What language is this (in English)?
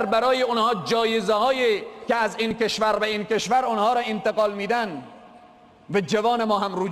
Persian